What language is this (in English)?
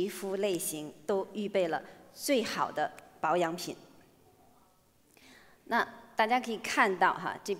Chinese